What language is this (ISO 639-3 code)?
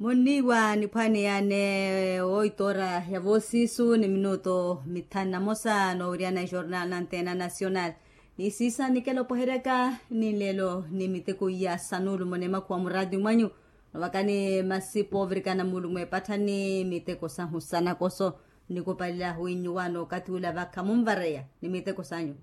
vmw